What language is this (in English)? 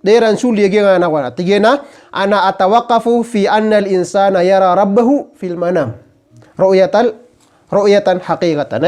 Maranao